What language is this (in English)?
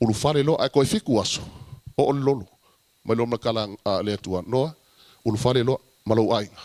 Samoan